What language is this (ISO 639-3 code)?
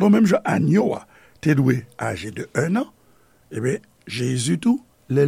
hat